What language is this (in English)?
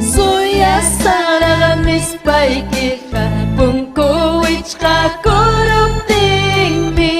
Ayacucho Quechua